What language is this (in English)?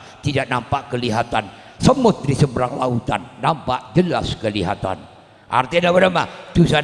Madurese